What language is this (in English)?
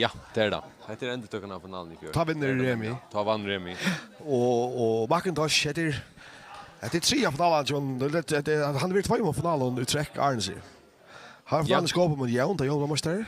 Faroese